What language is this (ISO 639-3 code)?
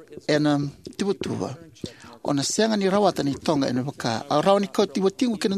fij